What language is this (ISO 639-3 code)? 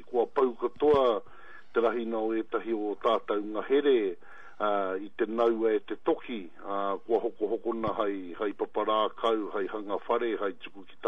mri